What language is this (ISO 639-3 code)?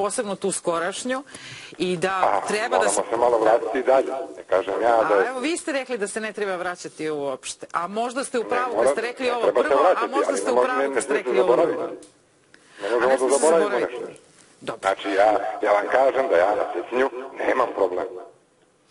srp